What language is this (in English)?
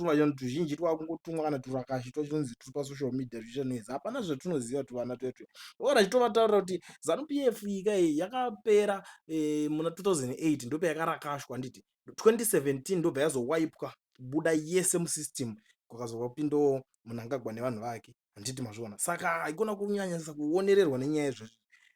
Shona